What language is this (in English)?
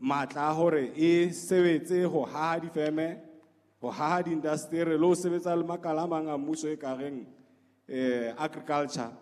Southern Sotho